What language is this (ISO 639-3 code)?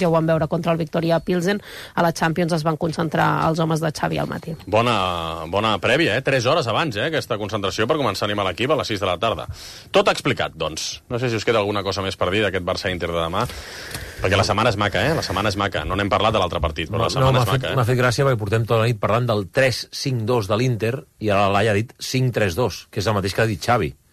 cat